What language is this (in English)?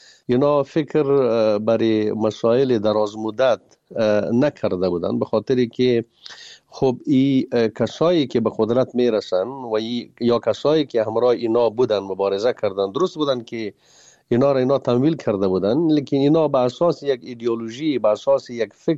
Persian